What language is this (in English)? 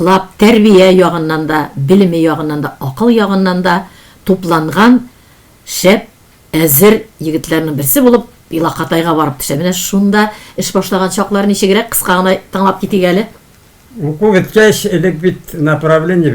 Tatar